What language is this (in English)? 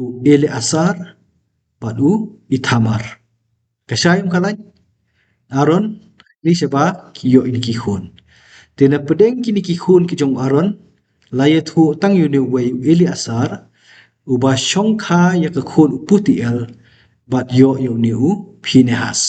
Khasi